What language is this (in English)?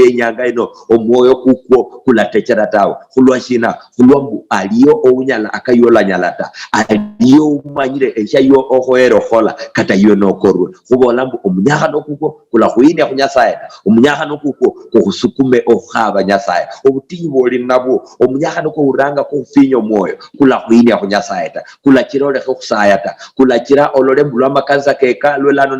Luyia